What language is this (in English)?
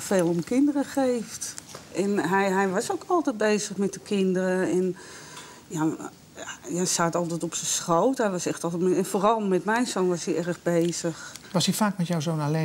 Dutch